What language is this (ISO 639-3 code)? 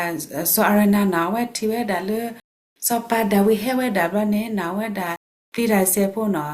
ksw